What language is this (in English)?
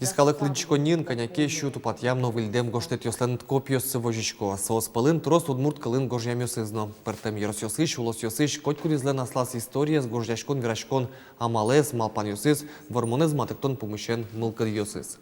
Udmurt